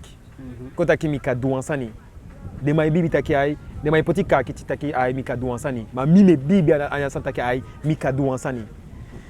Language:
Eastern Maroon Creole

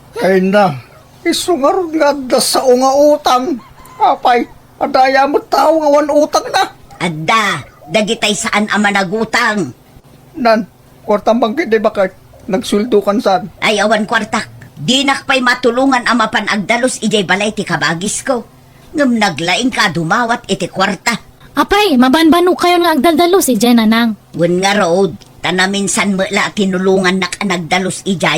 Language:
Iloko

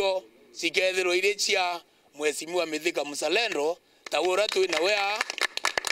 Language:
Meru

